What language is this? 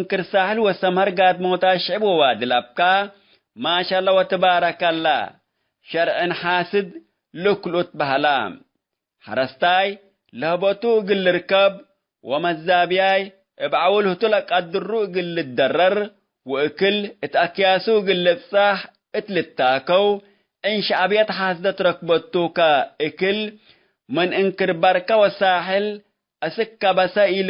Tigre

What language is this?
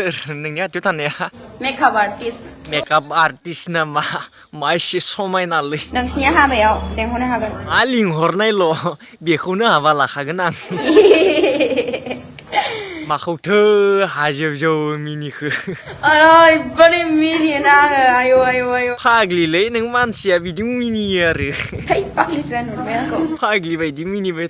Bodo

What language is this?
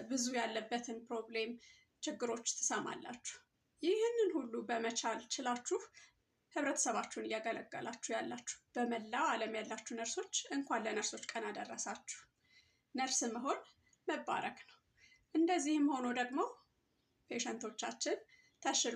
Amharic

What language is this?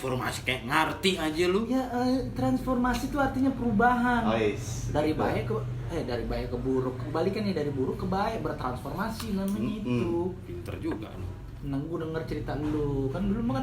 Betawi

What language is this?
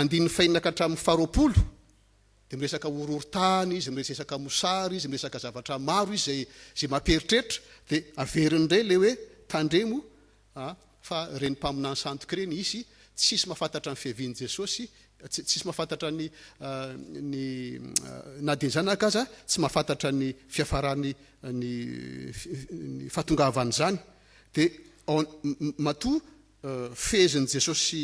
Malagasy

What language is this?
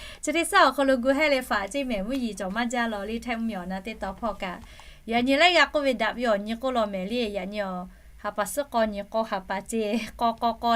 Lahu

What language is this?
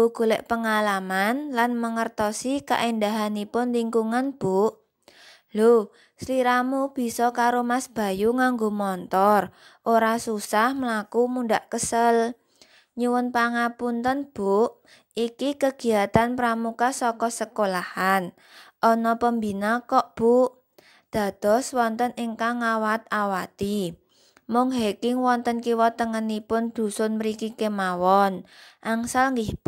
Javanese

